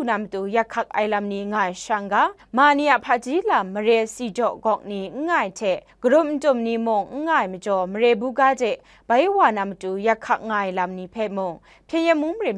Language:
Kachin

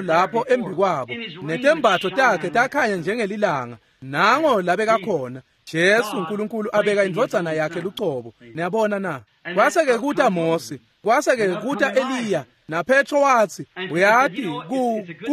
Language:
Swati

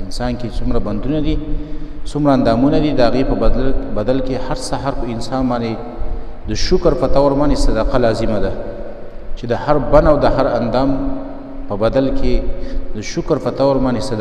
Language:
Pashto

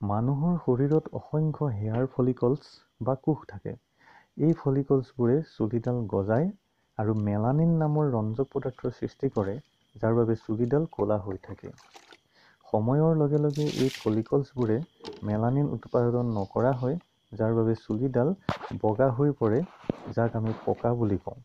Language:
Assamese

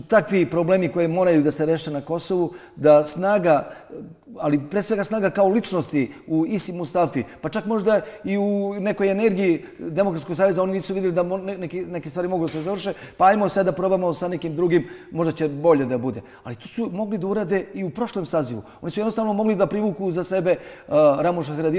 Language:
Serbian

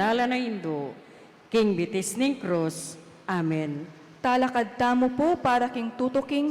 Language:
Pampanga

